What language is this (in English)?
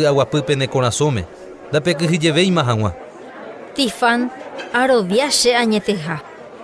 Guarani